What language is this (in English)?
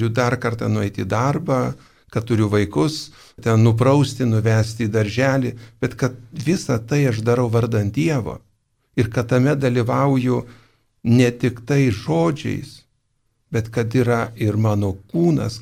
Lithuanian